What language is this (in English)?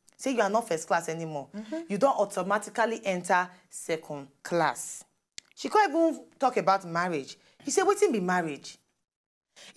Nigerian Pidgin